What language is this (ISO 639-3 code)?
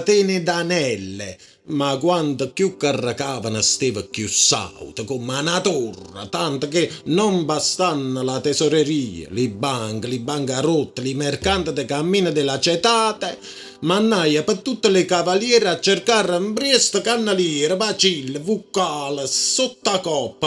nap